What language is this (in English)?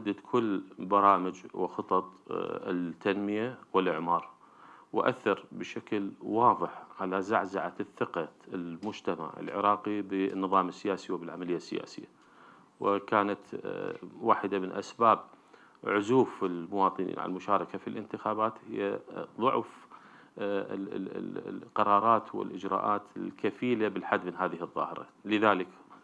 Arabic